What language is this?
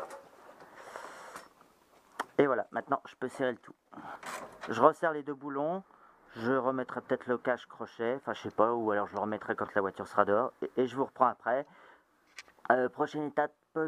French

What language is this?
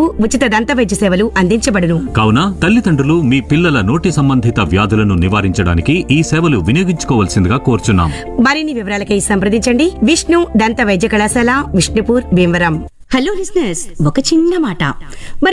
Telugu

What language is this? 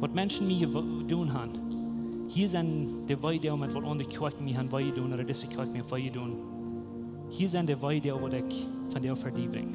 Plautdietsch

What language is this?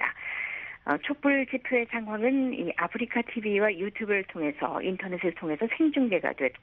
Korean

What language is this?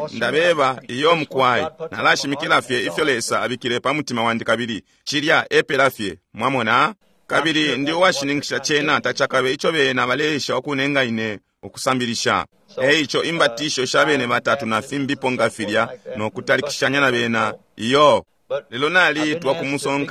Bemba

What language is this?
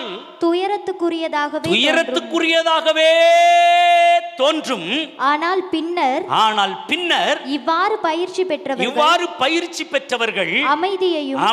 Tamil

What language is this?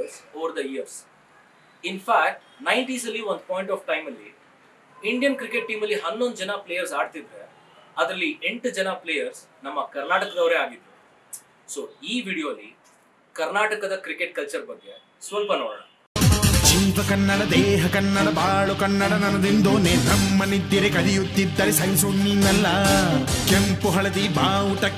Kannada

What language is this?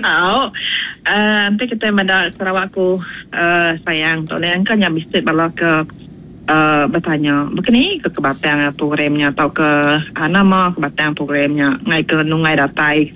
Iban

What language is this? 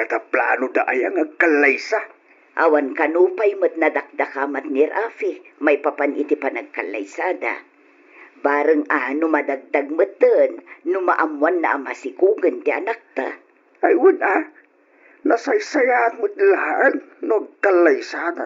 Iloko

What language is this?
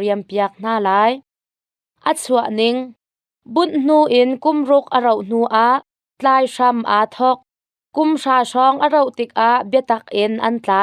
Hakha Chin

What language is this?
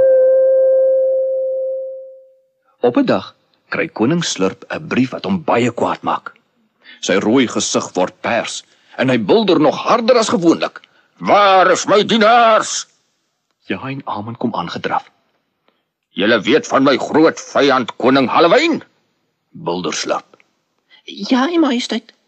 Afrikaans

